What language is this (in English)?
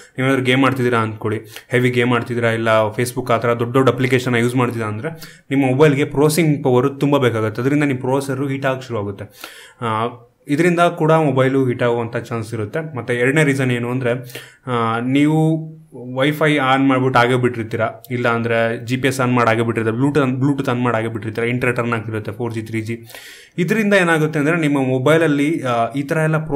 Kannada